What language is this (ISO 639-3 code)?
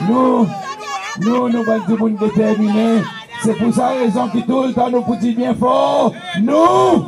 crs